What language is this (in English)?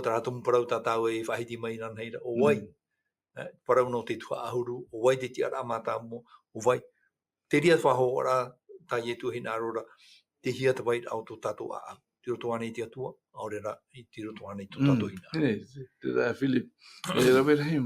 Tahitian